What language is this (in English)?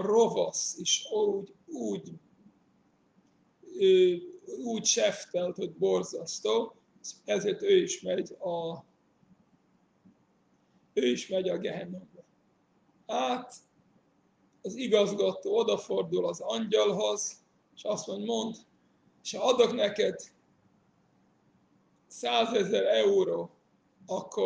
Hungarian